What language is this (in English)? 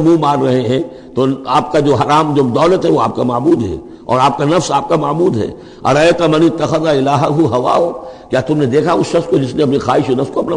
Urdu